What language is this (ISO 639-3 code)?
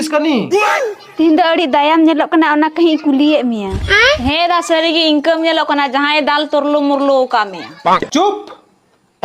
sat